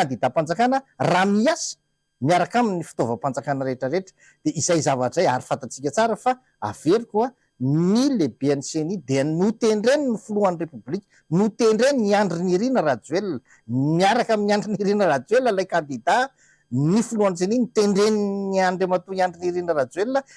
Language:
Malagasy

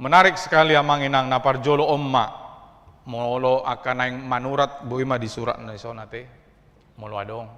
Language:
Batak Toba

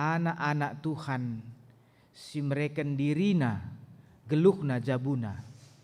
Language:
Batak Karo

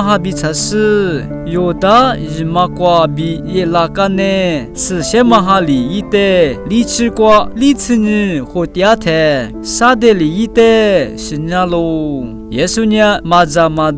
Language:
Lisu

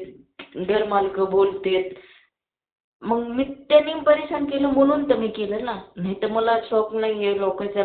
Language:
Marathi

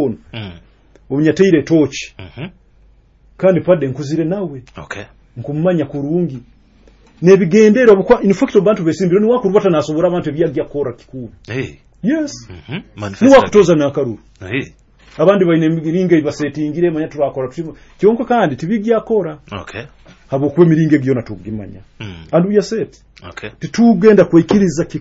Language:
Nyoro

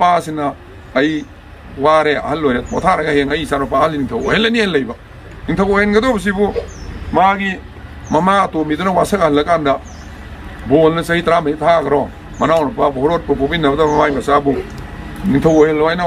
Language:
Manipuri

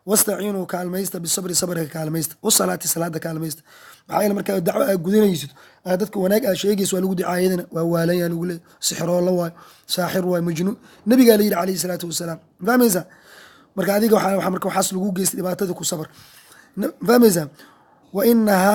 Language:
Somali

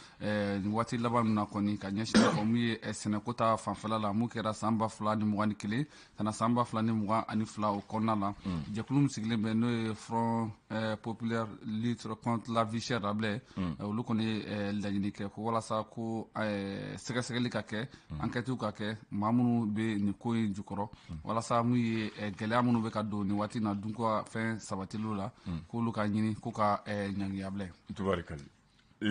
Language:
Bambara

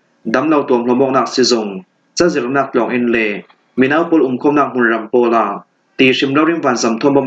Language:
Falam Chin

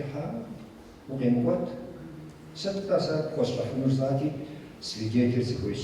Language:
Kabardian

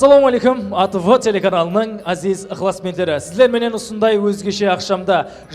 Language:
Kara-Kalpak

